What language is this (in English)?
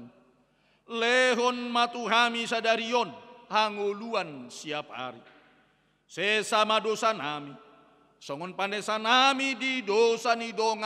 Batak Toba